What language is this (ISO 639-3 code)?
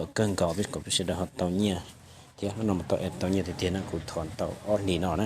hmn